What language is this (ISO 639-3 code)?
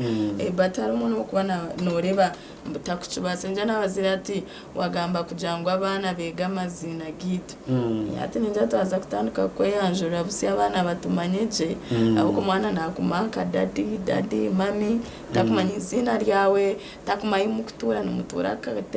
nyn